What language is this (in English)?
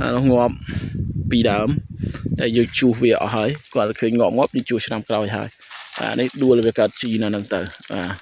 Khmer